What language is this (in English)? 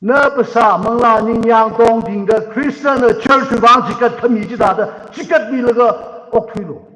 Tangkhul Naga (India)